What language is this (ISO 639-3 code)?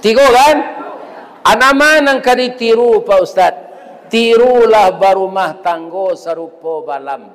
min